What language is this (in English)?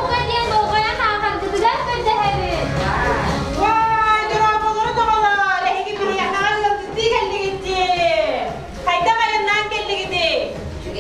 Yakut